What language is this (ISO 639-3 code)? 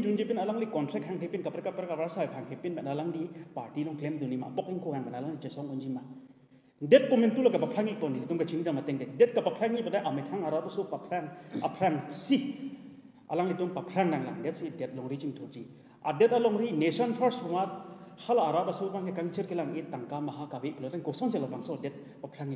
mjw